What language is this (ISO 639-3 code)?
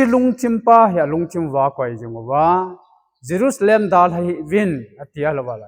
tcz